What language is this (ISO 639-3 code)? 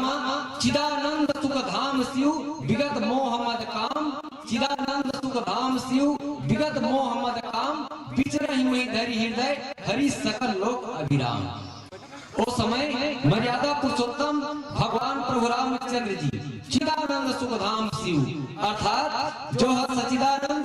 hne